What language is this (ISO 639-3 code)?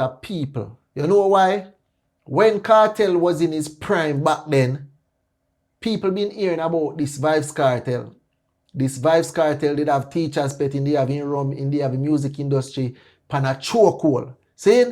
jam